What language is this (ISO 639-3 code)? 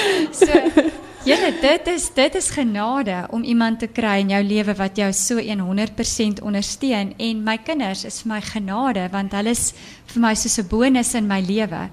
afr